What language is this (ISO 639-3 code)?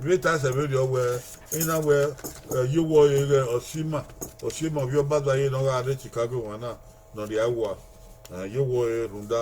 bin